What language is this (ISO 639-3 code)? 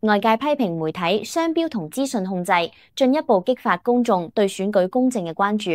yue